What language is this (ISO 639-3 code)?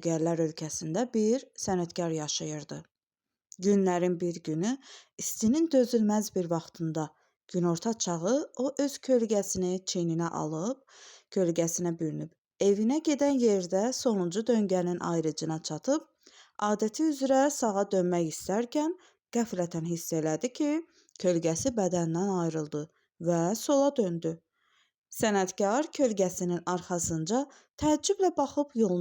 aze